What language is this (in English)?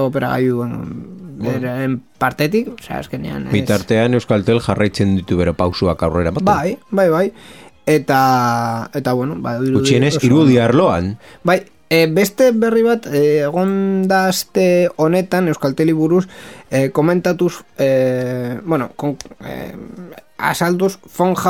Basque